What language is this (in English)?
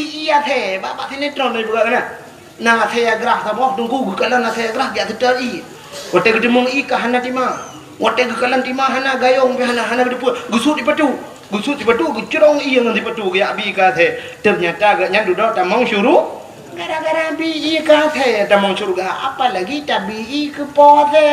Achinese